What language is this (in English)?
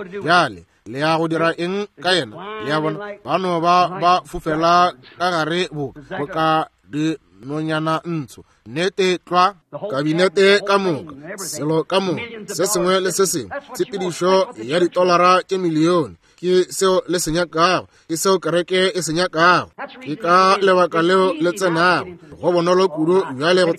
Northern Sotho